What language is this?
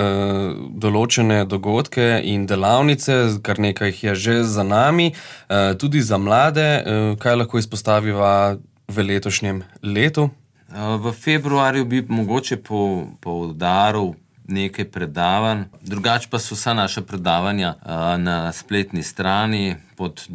Slovenian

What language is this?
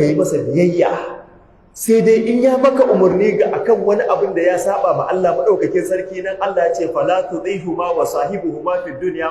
Hausa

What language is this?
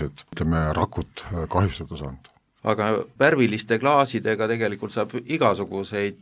Estonian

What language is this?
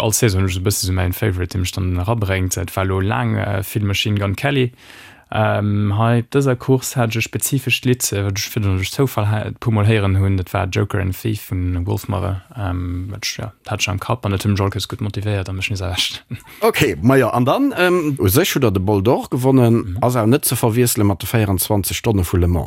Luxembourgish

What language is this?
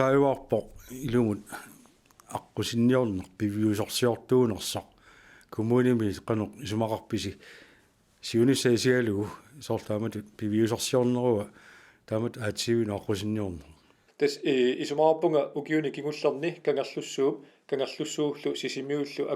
Kalaallisut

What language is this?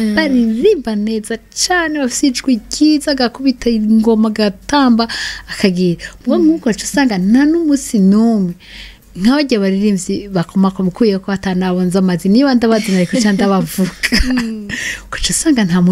Rundi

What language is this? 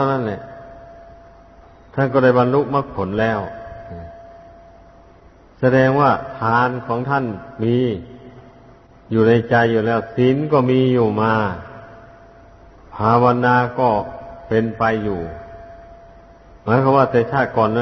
Thai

